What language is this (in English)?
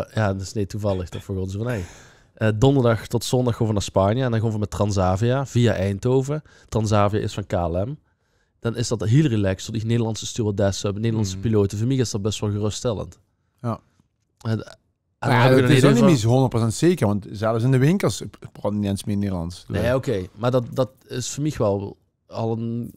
Limburgish